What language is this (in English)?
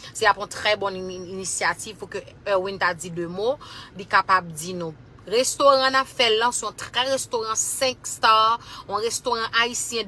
Haitian Creole